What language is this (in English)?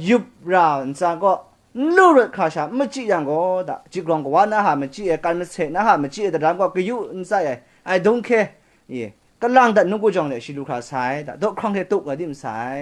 Kachin